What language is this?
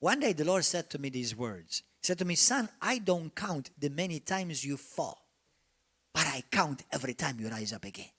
English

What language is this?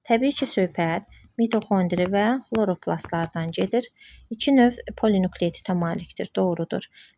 Azerbaijani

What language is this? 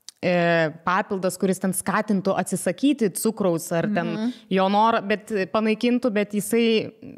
Lithuanian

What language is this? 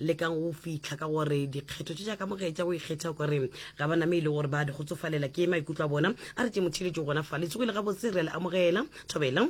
Northern Sotho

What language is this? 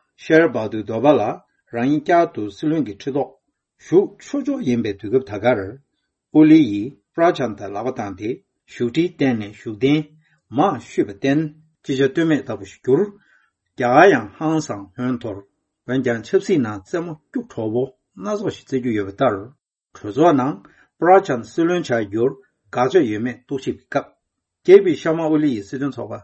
Tibetan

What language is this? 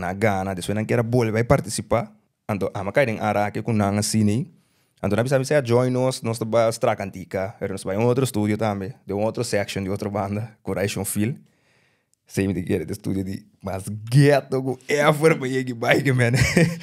Papiamento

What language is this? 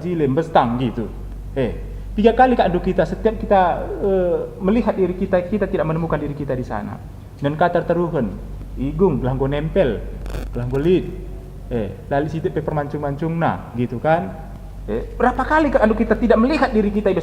Batak Karo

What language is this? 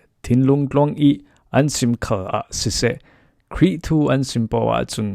Falam Chin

